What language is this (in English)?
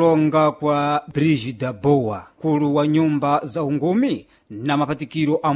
Sena